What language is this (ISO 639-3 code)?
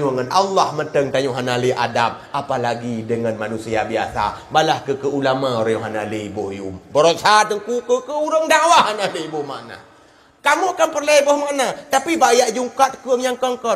ace